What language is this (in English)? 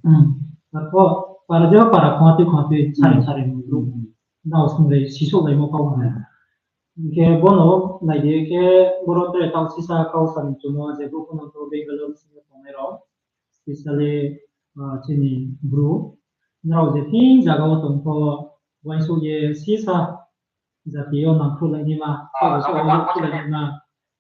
Riang (India)